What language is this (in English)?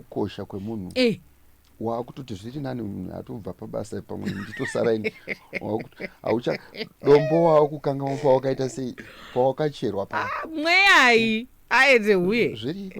Shona